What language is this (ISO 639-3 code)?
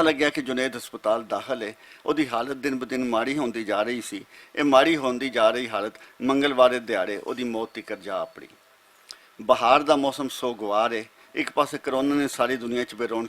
lah